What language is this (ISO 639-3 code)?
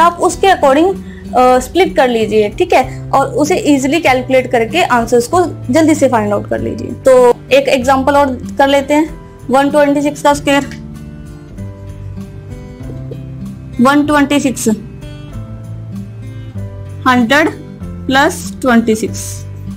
hin